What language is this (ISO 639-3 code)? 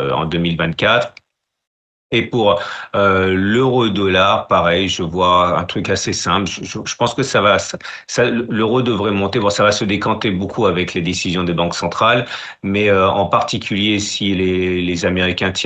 fra